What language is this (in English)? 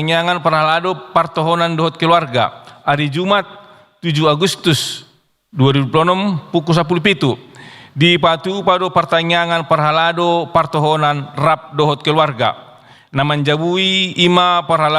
Batak Toba